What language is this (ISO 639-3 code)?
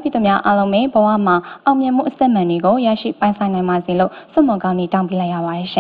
mya